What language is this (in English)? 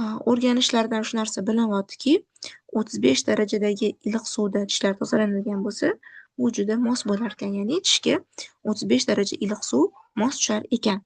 Uzbek